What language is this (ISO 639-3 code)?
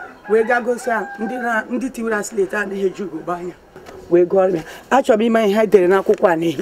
ibo